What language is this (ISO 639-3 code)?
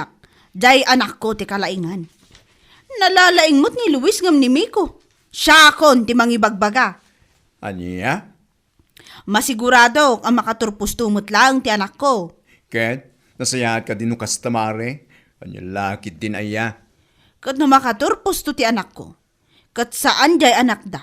ilo